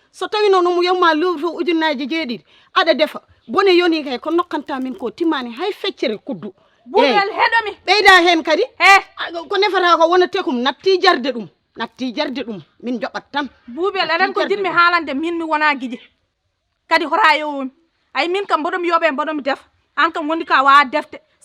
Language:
Fula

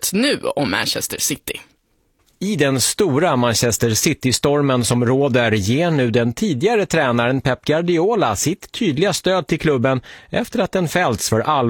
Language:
Swedish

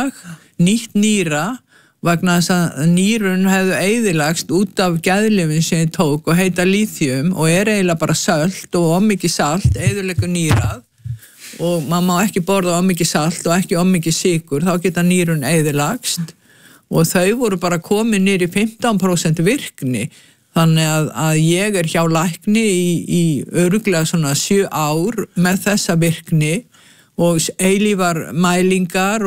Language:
Icelandic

